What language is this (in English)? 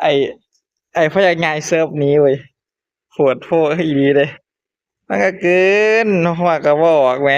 Northeastern Thai